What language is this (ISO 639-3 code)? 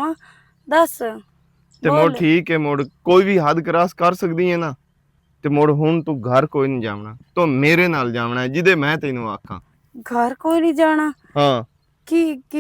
lah